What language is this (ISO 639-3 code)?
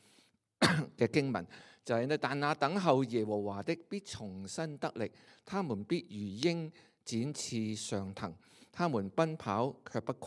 yue